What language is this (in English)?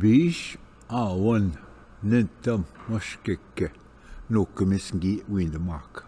Ojibwa